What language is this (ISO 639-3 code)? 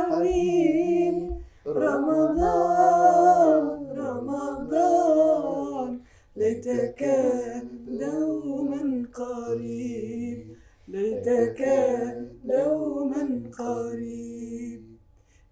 ara